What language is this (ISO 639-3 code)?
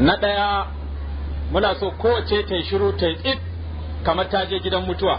hau